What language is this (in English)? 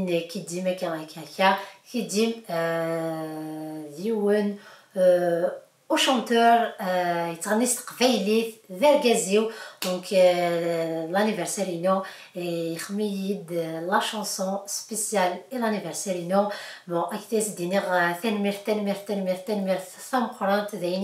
Kabyle